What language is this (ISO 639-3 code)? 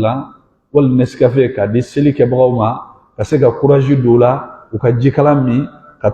bam